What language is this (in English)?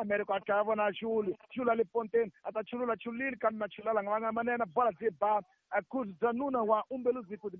Tsonga